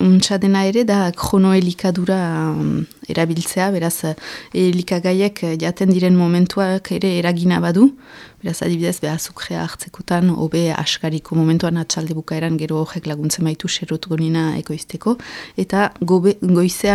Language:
Basque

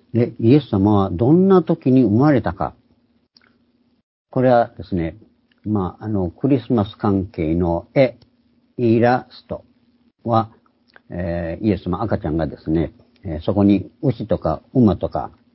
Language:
Japanese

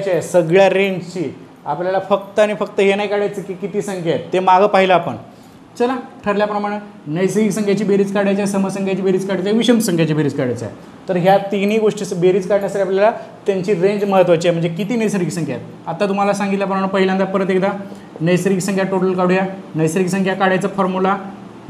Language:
Marathi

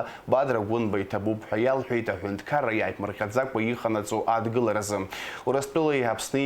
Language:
Abkhazian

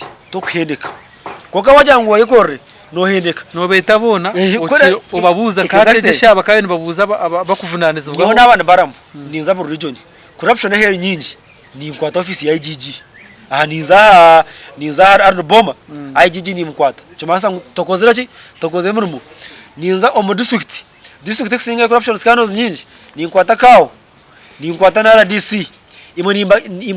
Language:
Nyankole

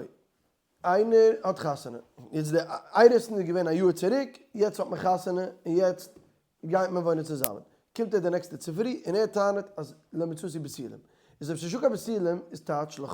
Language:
Yiddish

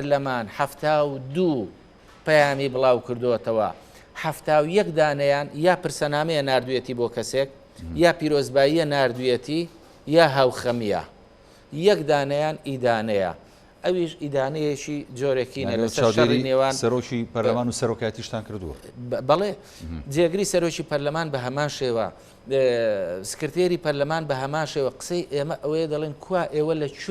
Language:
Central Kurdish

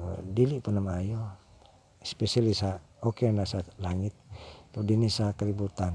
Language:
Cebuano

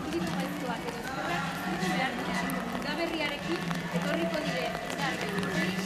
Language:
Basque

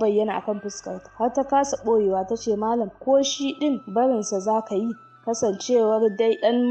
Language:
Hausa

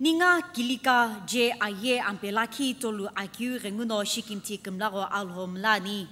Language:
Sumi Naga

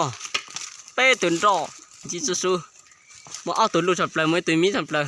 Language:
Hmong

